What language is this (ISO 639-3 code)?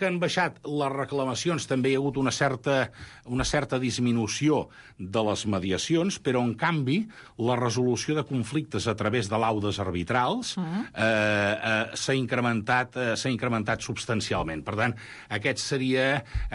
cat